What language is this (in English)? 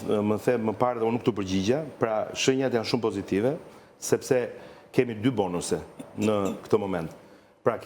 Albanian